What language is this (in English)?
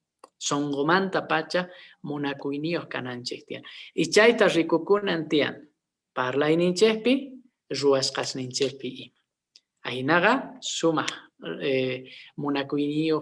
Quechua